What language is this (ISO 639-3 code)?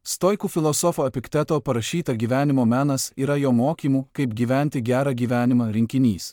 lit